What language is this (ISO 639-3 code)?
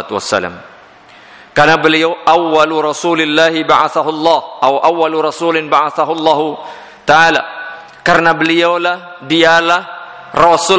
ind